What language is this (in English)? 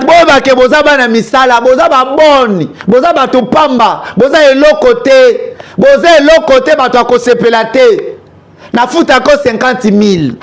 Lingala